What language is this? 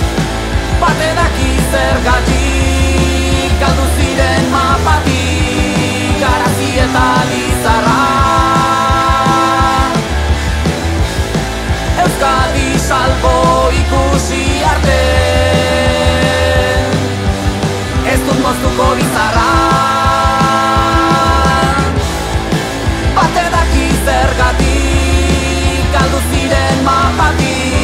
Basque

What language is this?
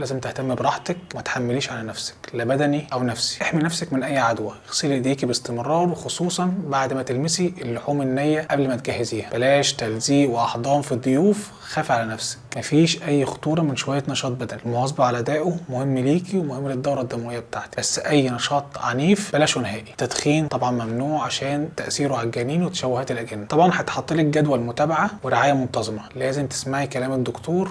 Egyptian Arabic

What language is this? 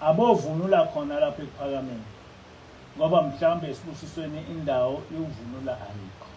Zulu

